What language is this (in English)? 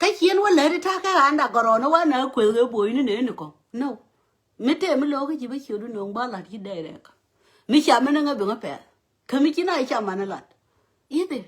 Nuer